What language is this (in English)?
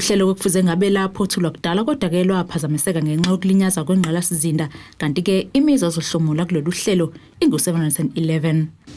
Zulu